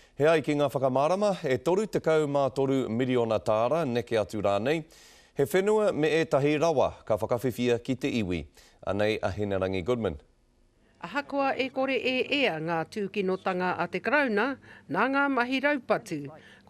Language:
Māori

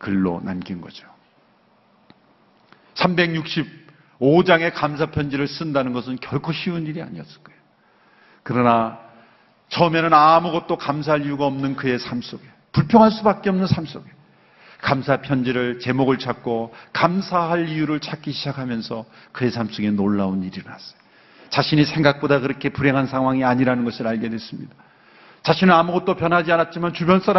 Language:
Korean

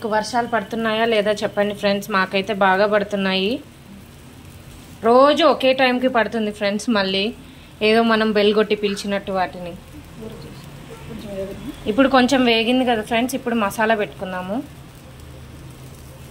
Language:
Telugu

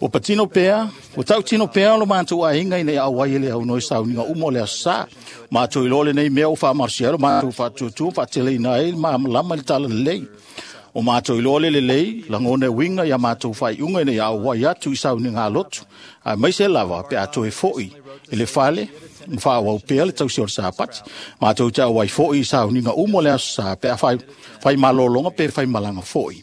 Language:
Samoan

